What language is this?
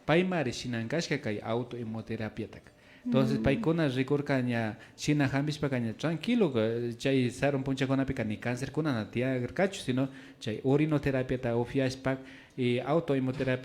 Imbabura Highland Quichua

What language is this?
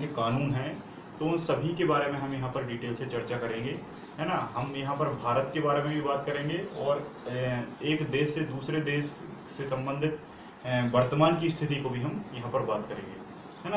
Hindi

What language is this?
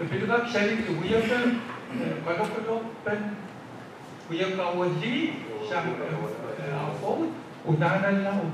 Pohnpeian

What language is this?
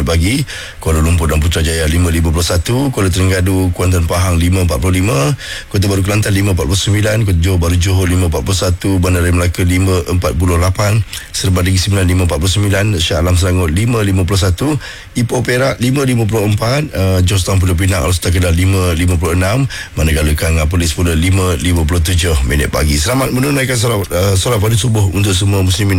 Malay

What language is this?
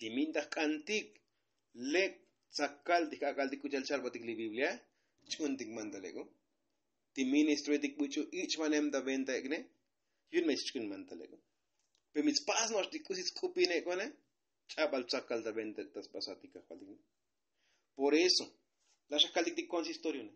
Tzotzil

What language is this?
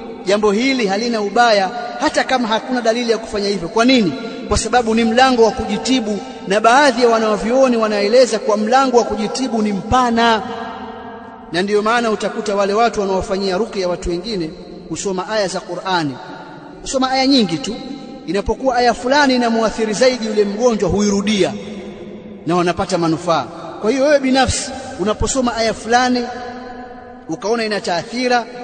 Swahili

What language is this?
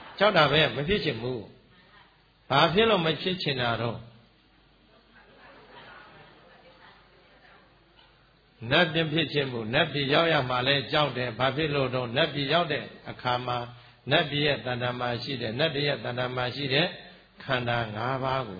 Burmese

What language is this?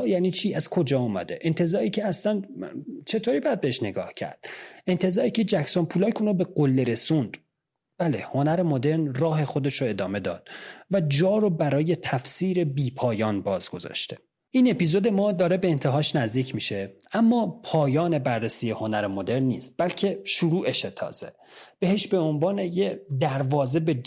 Persian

